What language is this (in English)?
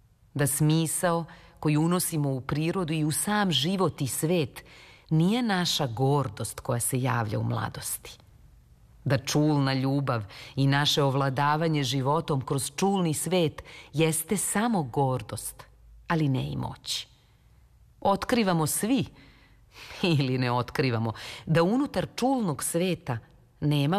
Serbian